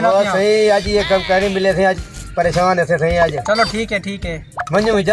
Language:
Saraiki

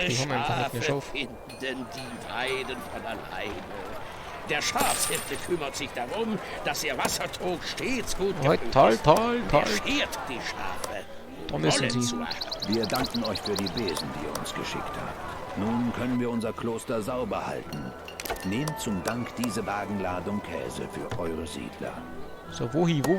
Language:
Bavarian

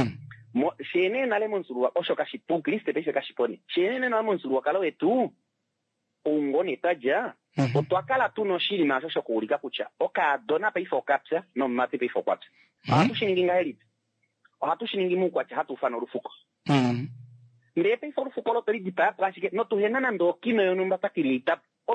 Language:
Kuanyama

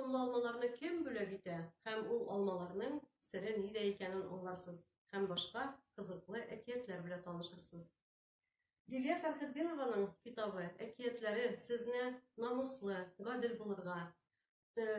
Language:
Tatar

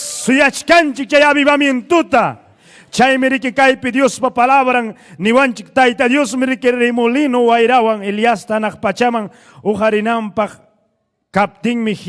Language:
Ayacucho Quechua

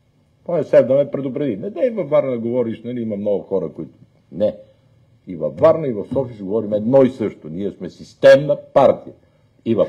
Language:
Bulgarian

